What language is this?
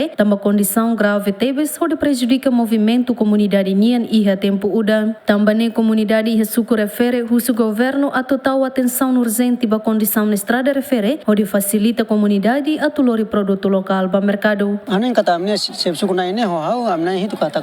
Tetum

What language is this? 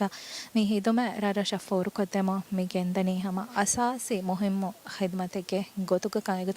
Divehi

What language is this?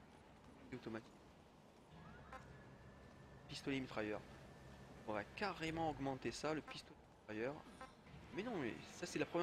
French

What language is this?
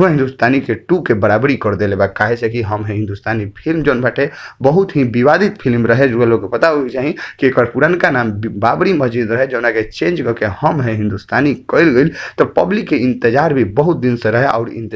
Bhojpuri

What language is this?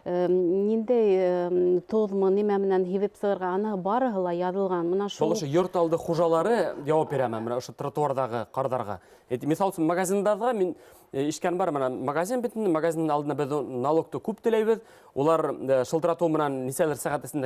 Bashkir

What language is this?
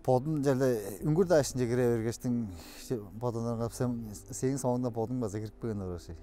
Tuvinian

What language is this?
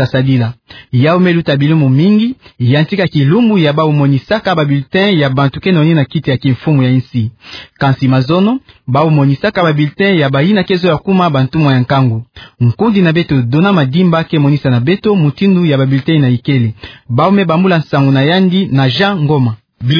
Kituba (Democratic Republic of Congo)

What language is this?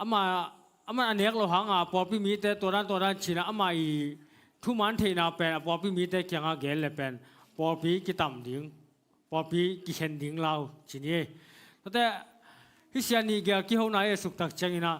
Tedim Chin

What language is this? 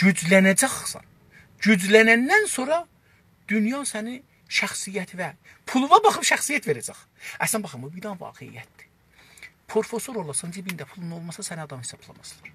South Azerbaijani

